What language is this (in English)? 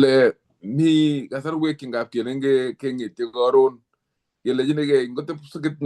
Kalenjin